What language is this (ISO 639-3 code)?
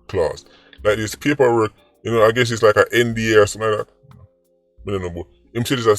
jam